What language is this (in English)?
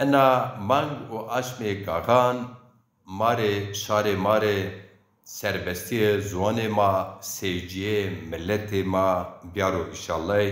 Zaza